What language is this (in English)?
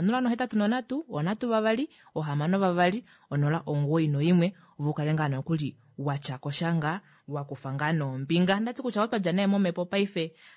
Kuanyama